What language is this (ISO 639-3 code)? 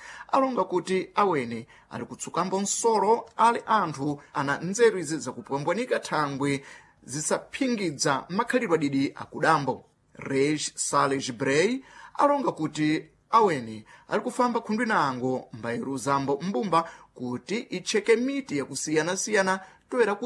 seh